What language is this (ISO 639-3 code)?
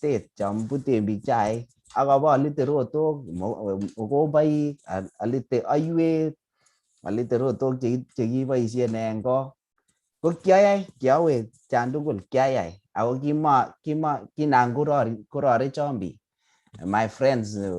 kln